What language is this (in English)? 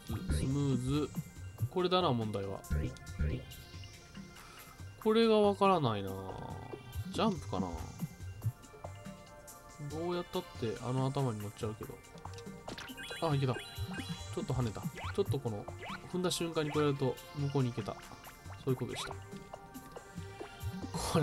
Japanese